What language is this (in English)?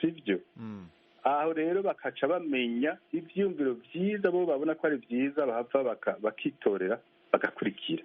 Rundi